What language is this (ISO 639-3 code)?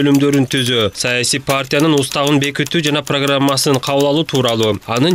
kir